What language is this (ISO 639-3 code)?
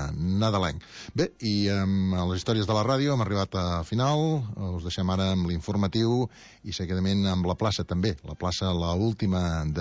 cat